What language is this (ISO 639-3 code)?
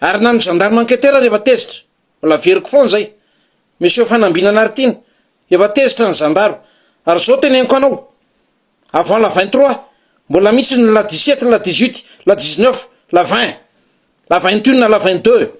mlg